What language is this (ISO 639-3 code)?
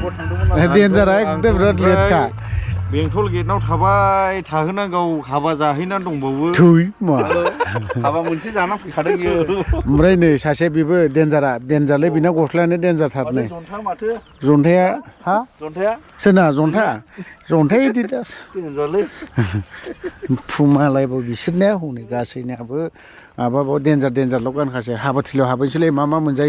brx